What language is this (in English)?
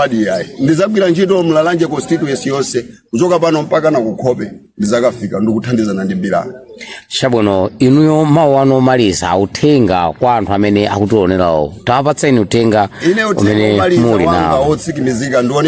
Nyanja